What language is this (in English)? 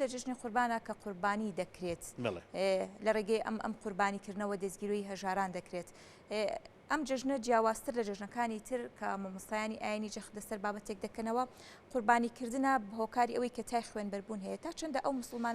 Central Kurdish